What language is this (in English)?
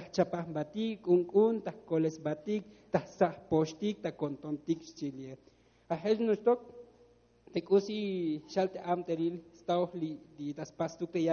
Tzotzil